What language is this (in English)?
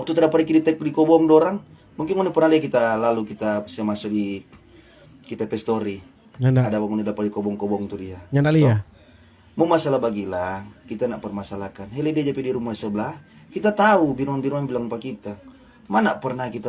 Manado Malay